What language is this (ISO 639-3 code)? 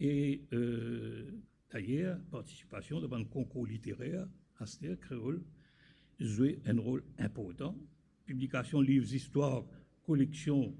mfe